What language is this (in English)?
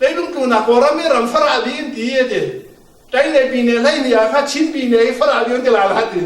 Falam Chin